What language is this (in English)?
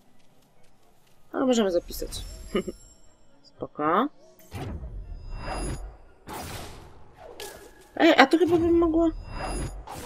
Polish